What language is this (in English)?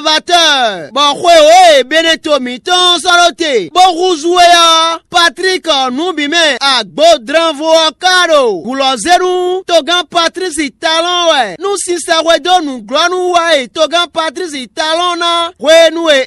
Fon